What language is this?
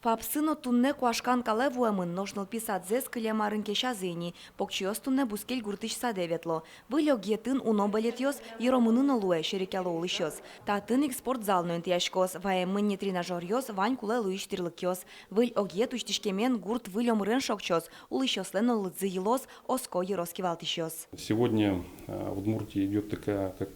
Udmurt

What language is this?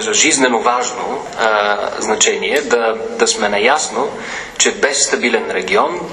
Bulgarian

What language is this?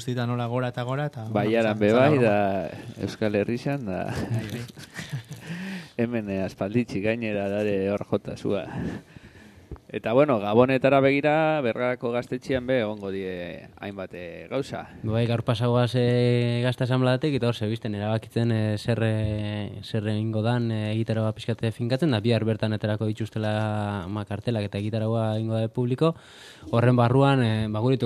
Basque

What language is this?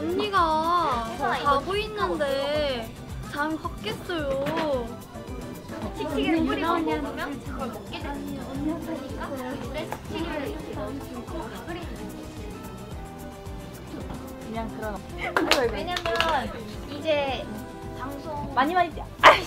Korean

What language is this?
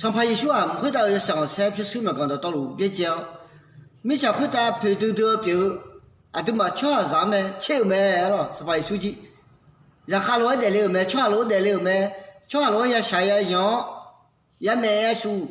Akha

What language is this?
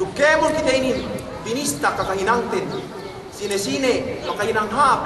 Yakan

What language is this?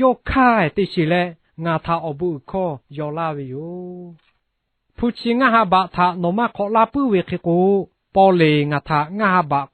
Lahu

